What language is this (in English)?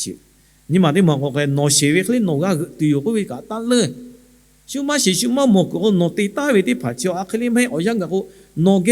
Lahu